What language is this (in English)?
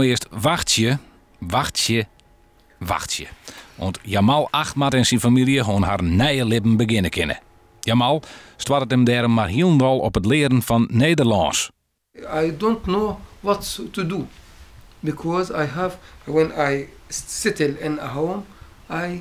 Western Frisian